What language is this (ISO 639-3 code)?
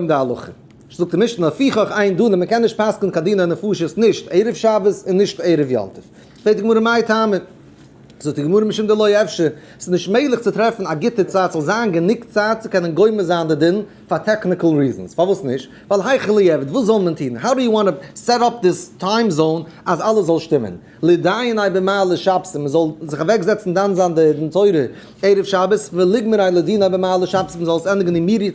yid